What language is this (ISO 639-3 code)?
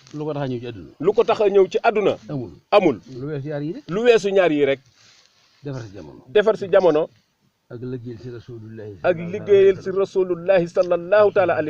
wol